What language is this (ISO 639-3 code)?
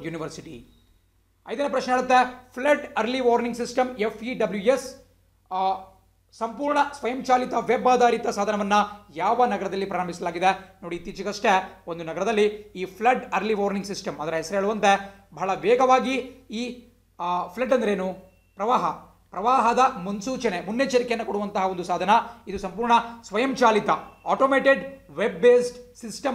kan